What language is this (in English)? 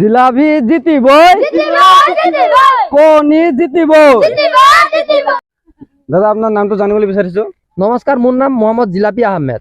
Assamese